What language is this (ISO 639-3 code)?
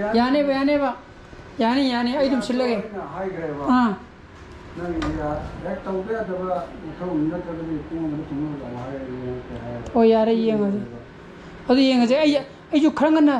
mni